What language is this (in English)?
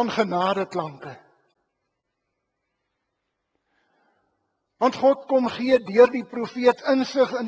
Afrikaans